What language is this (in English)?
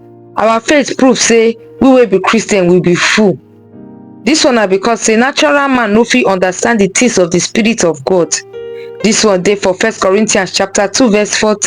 Nigerian Pidgin